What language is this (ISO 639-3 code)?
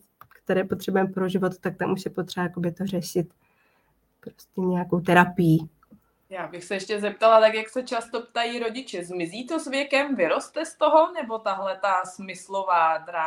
ces